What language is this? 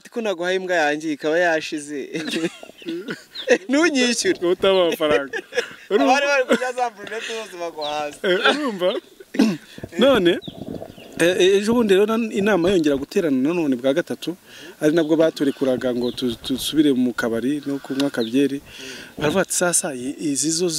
Kinyarwanda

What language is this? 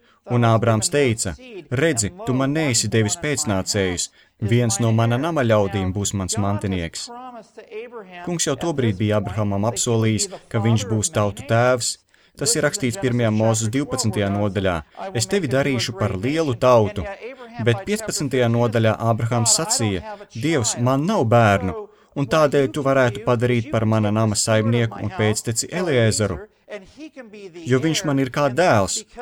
Latvian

